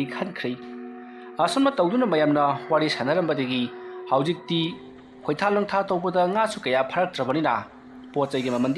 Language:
Manipuri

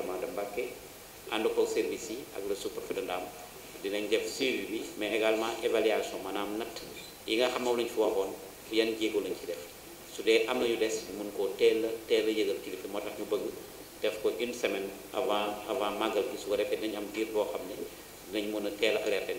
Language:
Wolof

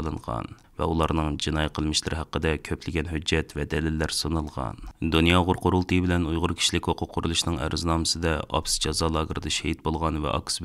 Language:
Uyghur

